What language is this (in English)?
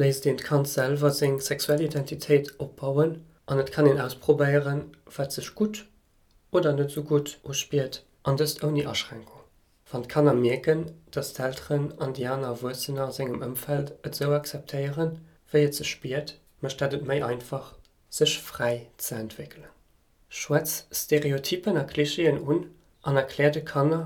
Luxembourgish